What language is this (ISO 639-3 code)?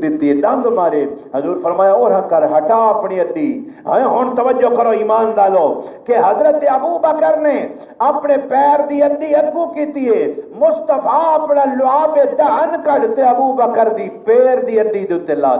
skr